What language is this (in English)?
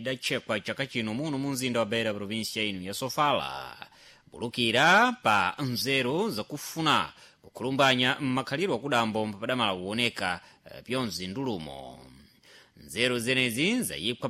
Sena